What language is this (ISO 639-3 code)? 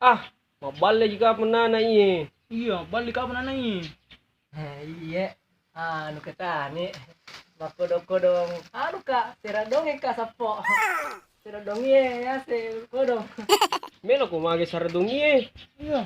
bug